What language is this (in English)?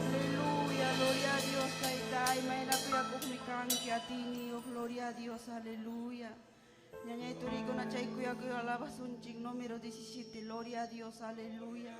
Ayacucho Quechua